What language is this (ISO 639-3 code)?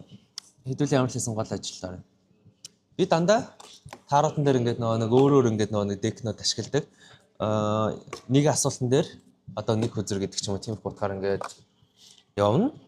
mon